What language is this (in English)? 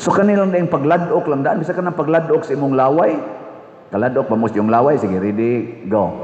Cebuano